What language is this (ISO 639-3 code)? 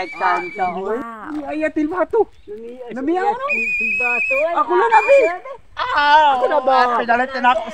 ceb